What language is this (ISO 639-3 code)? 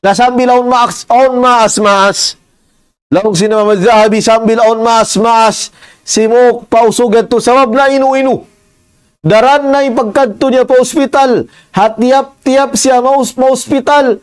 tsg